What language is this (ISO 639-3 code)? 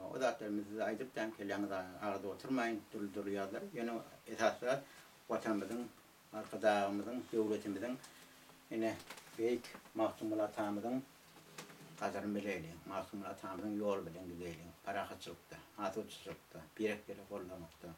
tuk